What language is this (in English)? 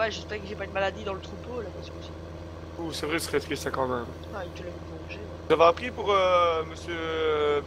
French